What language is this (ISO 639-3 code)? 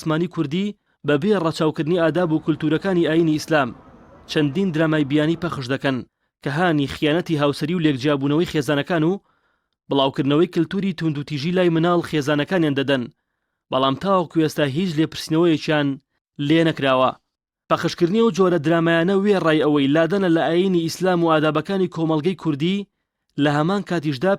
ckb